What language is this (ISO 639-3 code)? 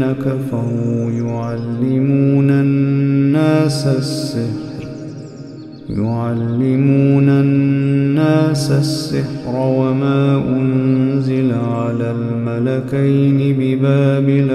ara